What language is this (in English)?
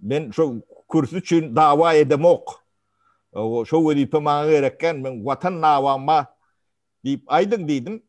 Turkmen